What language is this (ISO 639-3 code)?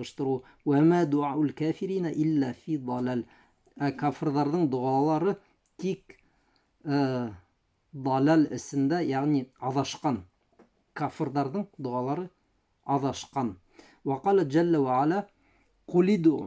bak